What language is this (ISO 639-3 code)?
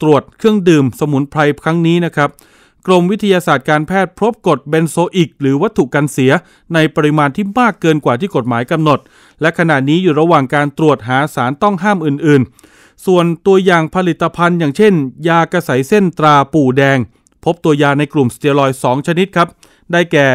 tha